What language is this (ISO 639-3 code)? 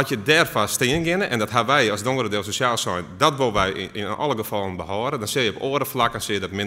fry